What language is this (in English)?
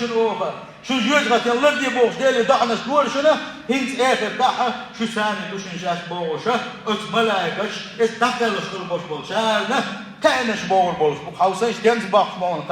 Chechen